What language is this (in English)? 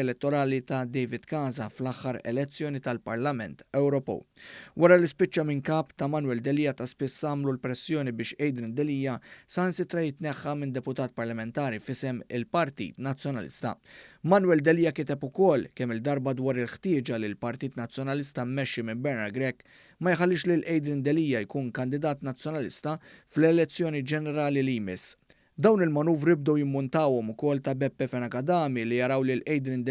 Maltese